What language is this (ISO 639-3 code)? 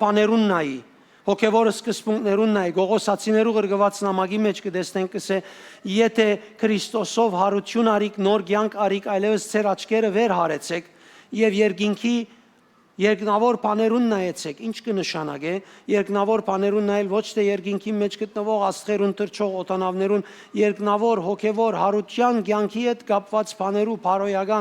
hyw